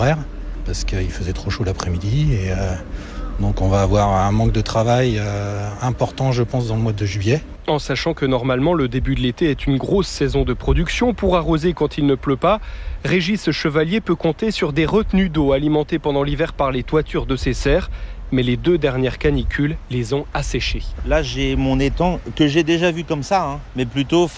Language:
French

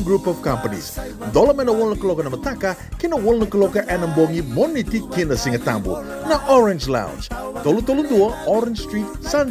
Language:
Fijian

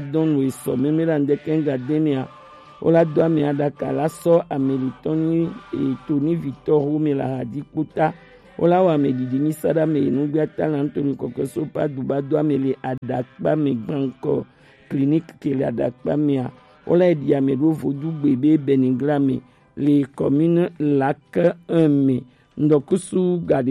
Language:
Gen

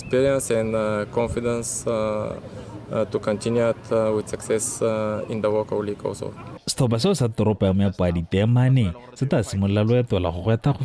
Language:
Tswana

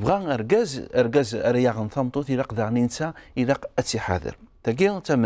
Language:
Kabyle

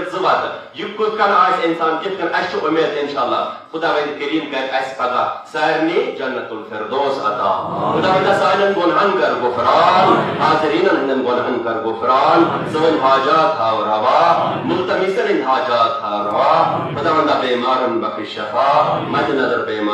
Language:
Kashmiri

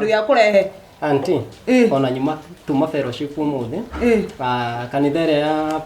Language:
Kikuyu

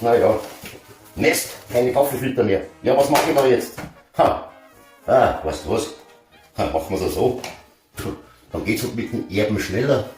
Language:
Bavarian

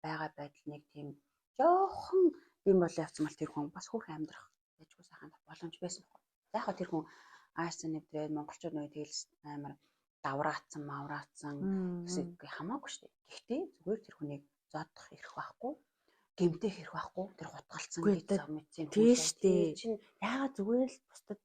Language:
Mongolian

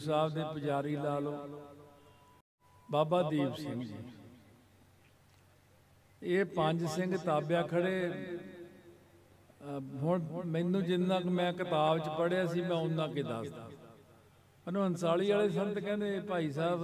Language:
Punjabi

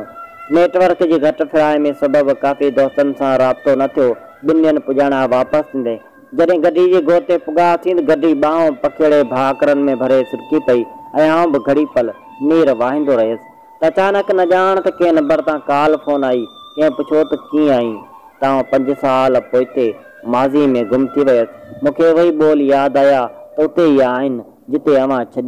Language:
Sindhi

